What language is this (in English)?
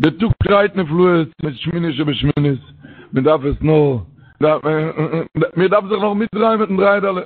Yiddish